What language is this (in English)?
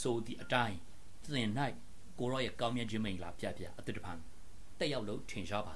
Burmese